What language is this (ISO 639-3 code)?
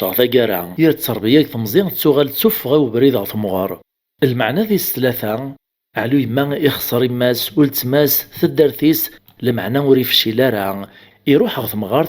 kab